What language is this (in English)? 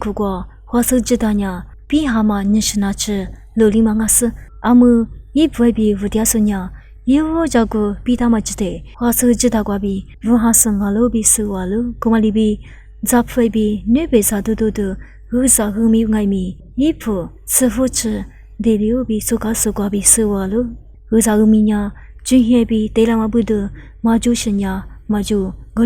Lisu